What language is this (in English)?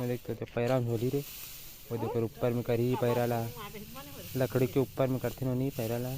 Chhattisgarhi